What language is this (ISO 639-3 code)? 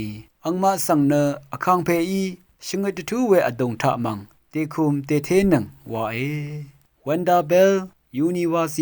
raw